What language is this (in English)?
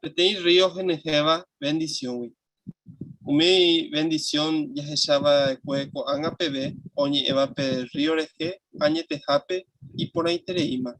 Guarani